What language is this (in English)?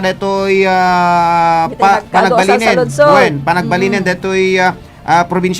Iloko